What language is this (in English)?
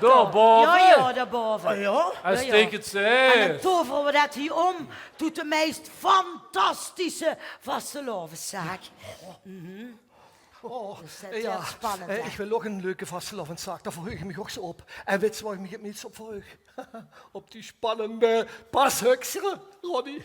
Limburgish